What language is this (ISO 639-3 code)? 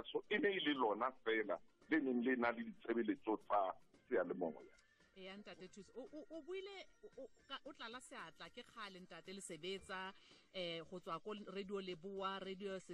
tsn